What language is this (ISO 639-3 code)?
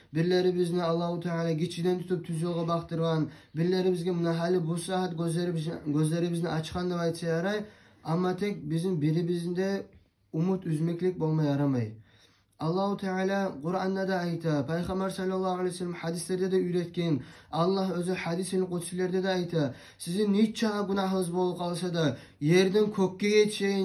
kum